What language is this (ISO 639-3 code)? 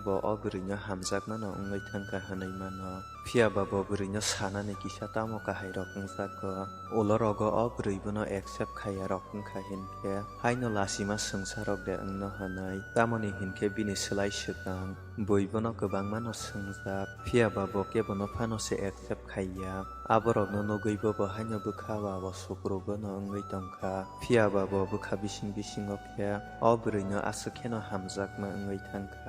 trp